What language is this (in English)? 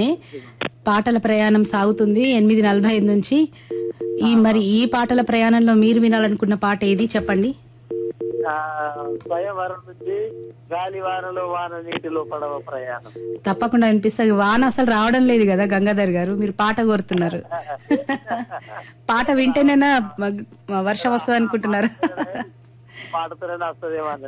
Telugu